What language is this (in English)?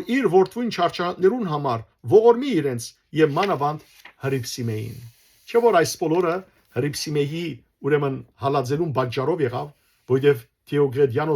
Western Armenian